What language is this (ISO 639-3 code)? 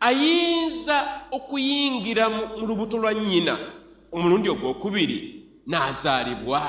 lug